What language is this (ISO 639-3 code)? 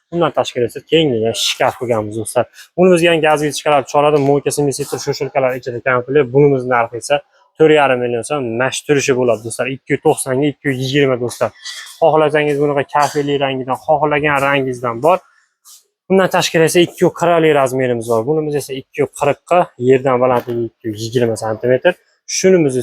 uzb